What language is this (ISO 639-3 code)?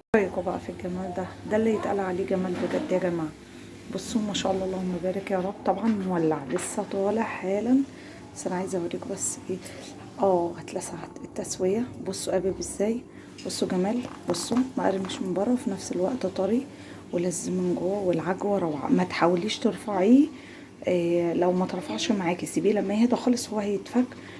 arz